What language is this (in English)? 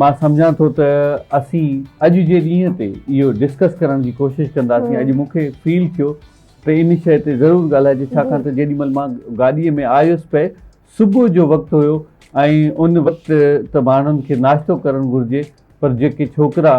Sindhi